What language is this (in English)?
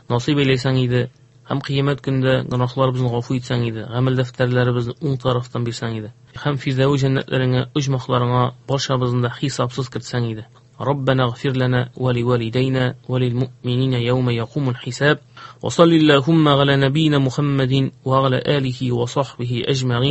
Tatar